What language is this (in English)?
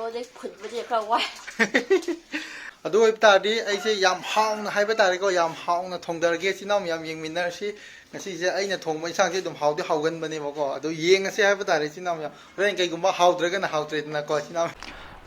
Manipuri